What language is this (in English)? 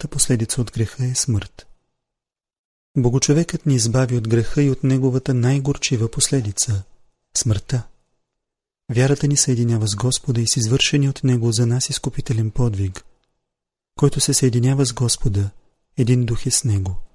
Bulgarian